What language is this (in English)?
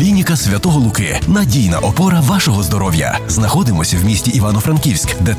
Ukrainian